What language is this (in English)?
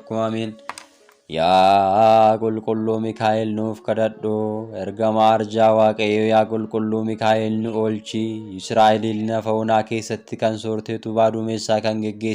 Oromo